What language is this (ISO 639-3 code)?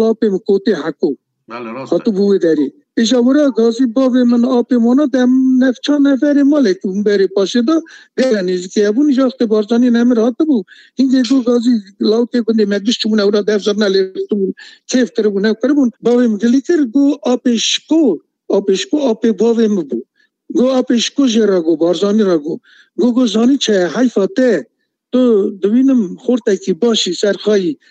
kur